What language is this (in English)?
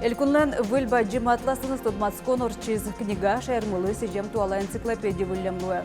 Udmurt